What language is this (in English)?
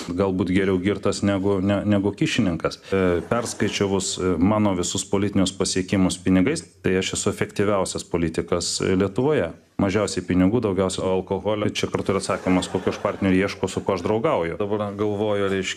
Lithuanian